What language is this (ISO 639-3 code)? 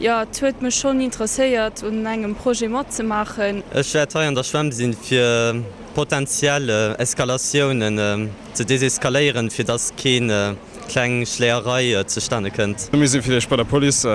ltz